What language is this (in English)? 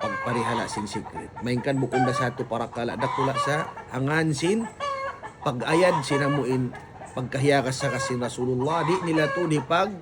Tausug